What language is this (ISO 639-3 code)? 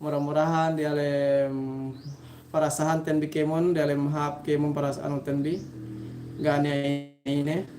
yka